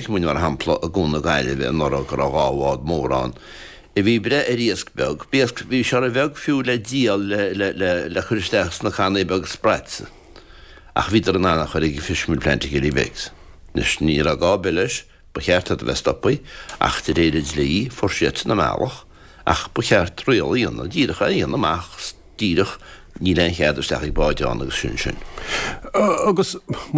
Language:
Irish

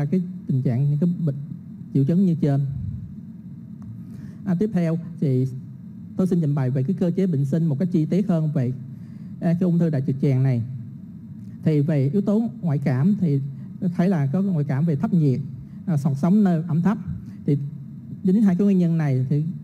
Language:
Vietnamese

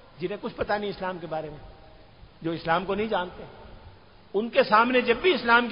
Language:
Urdu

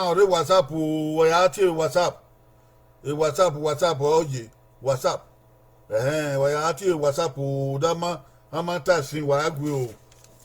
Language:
Bini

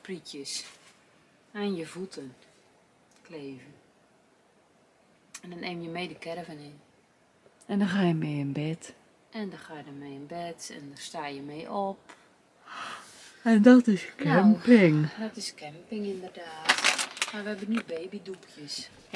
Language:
Dutch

